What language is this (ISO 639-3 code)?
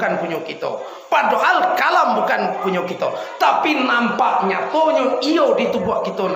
min